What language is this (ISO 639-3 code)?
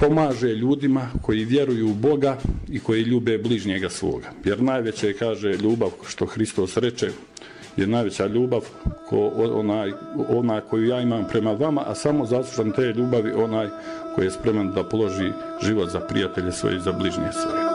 bos